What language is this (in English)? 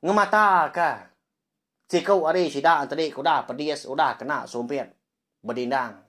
Iban